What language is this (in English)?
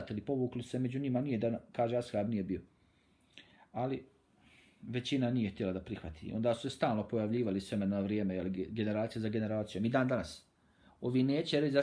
Bosnian